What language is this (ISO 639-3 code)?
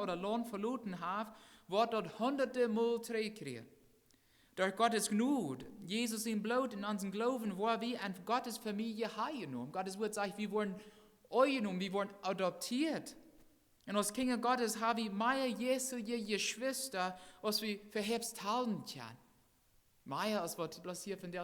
pdt